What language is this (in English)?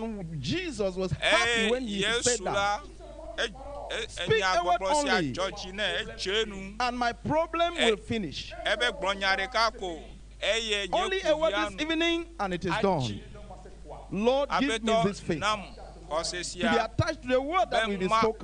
Ewe